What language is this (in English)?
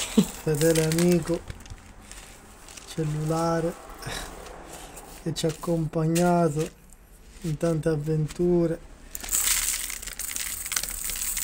Italian